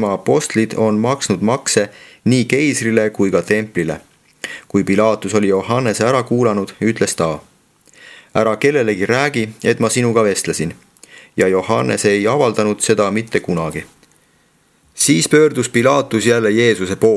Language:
Estonian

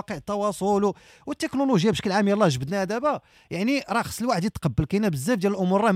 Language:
Moroccan Arabic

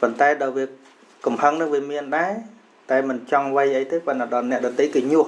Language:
Khmer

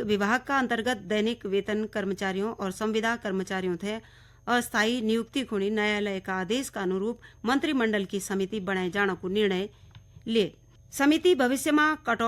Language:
Garhwali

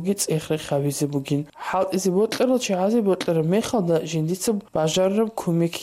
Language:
Avaric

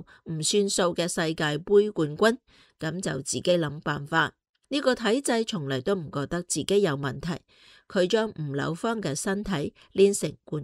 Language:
Cantonese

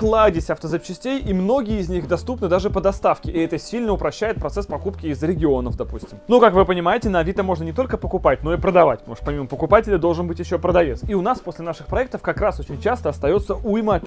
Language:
Russian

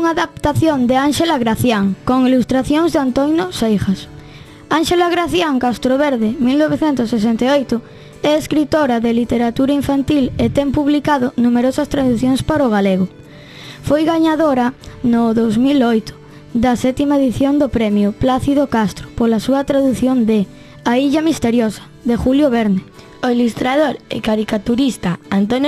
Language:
Galician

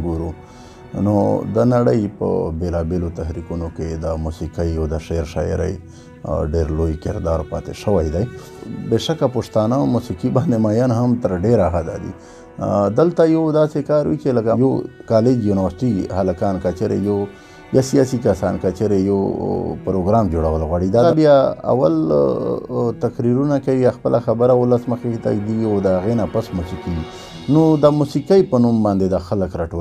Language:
Pashto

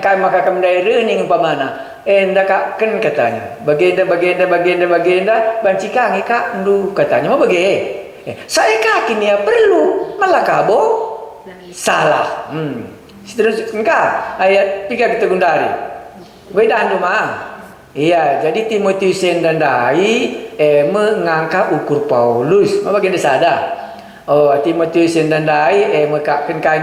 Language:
Batak Karo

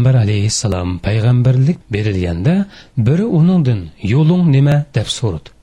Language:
Uyghur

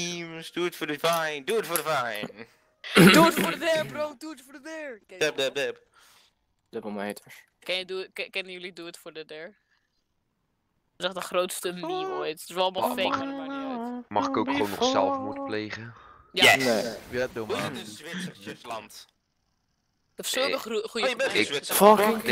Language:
Dutch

